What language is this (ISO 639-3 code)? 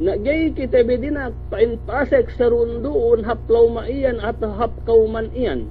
yka